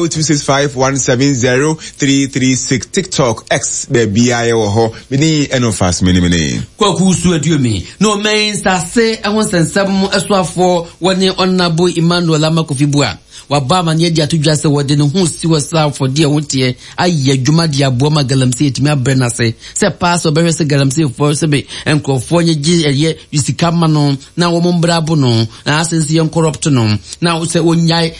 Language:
Akan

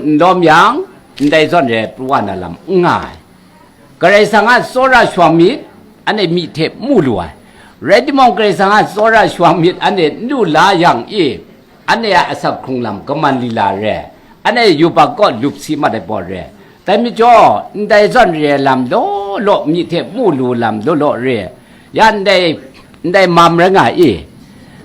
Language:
Kachin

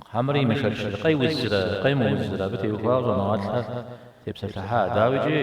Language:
Kabardian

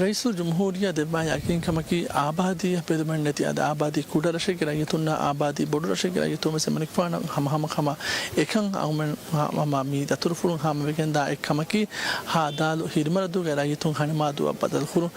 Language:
Divehi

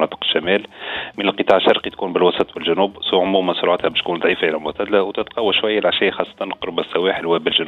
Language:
Tunisian Arabic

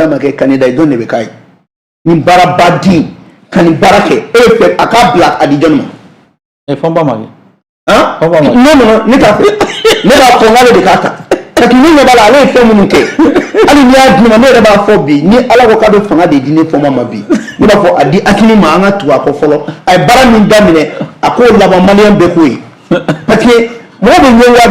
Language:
Bambara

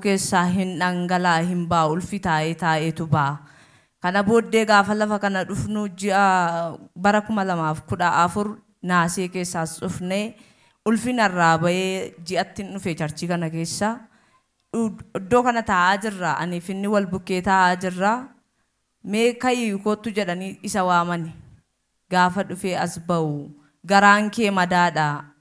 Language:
Oromo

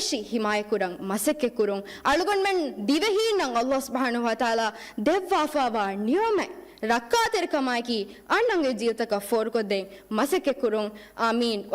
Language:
Divehi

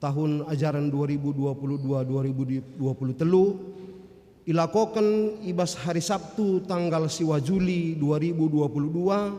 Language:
Batak Karo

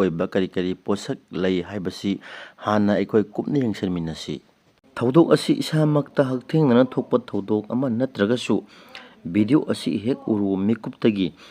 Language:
Manipuri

